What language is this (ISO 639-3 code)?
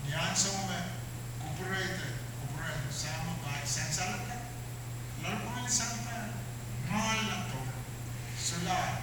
pon